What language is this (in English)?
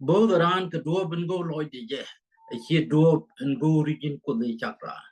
Nuer